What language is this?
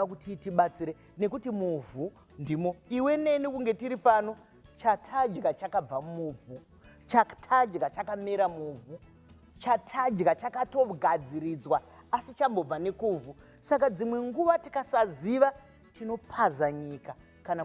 Shona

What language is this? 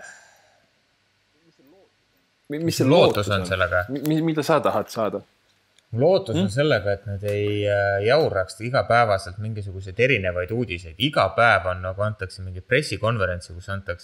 Estonian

